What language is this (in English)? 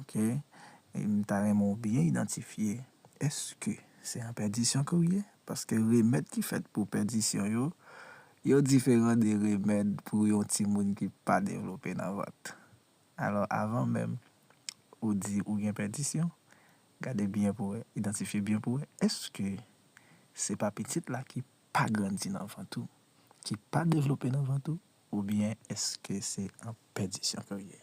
Haitian Creole